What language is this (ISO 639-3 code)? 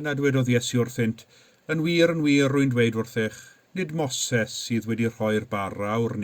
cym